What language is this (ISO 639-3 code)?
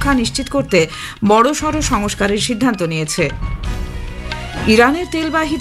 ben